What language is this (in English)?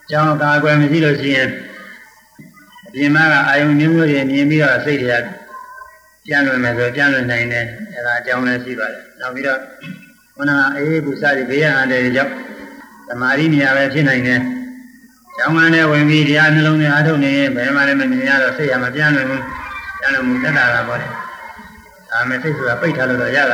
Burmese